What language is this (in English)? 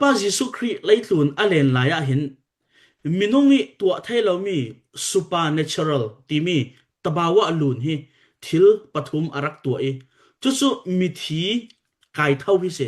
Falam Chin